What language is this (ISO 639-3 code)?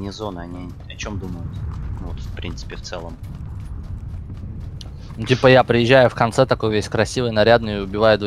rus